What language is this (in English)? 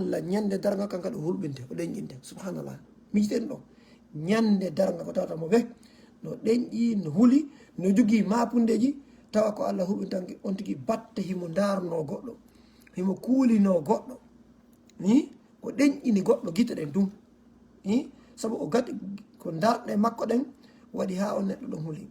Fula